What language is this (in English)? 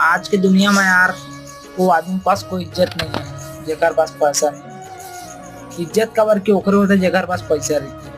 Chhattisgarhi